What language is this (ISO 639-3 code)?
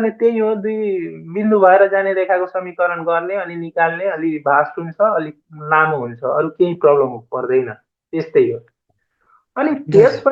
nep